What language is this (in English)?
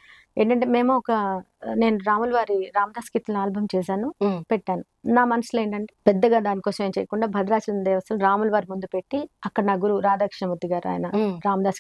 Telugu